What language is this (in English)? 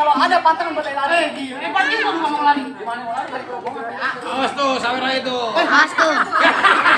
Betawi